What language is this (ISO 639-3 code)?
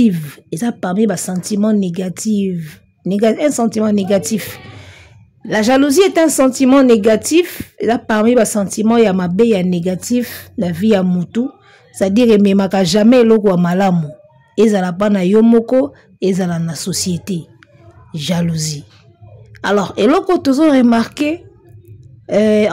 lin